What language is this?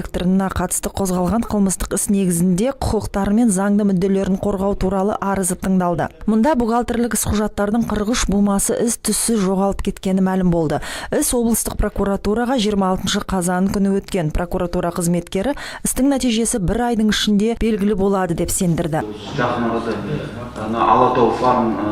Kazakh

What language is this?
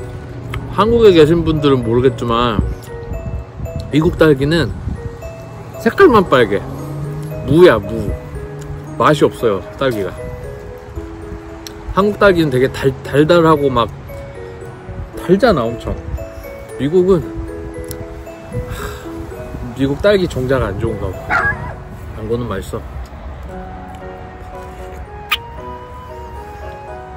Korean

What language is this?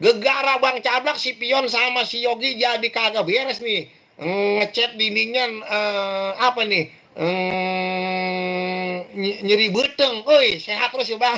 Betawi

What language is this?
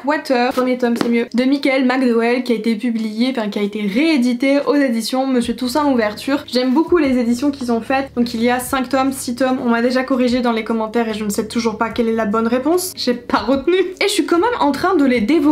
French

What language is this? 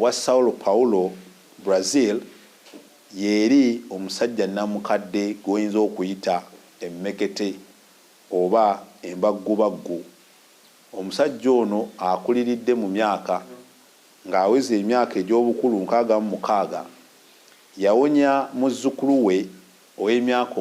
Ganda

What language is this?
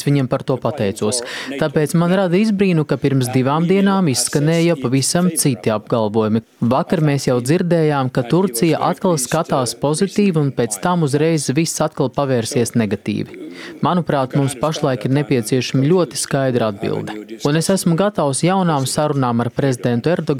Latvian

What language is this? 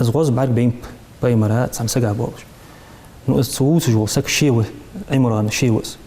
Ingush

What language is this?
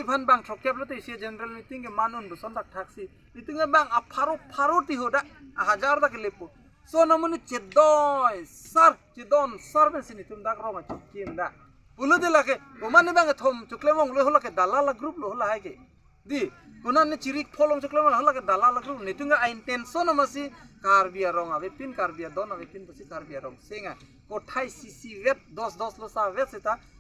Karbi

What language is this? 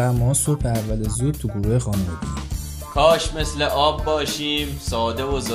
Persian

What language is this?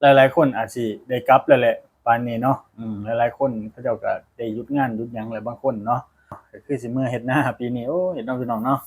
Lao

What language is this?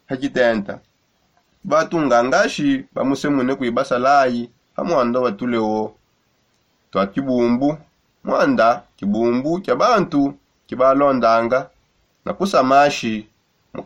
Songe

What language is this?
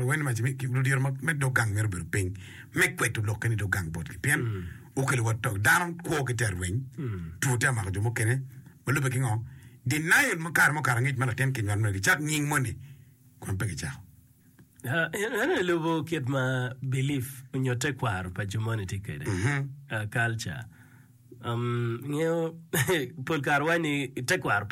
Acoli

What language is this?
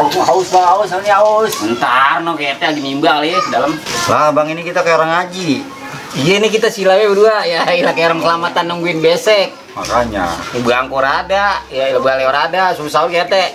Betawi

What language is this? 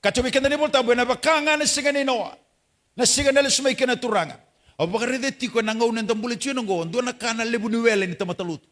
Fijian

